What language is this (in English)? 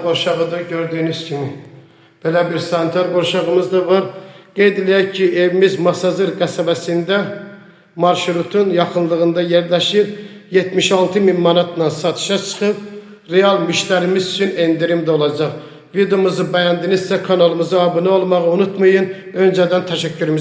Azerbaijani